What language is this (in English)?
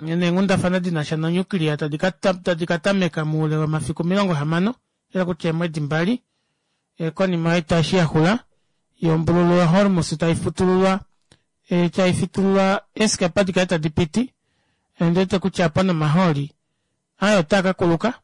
Kuanyama